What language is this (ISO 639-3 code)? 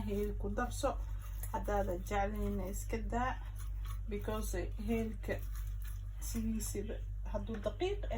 som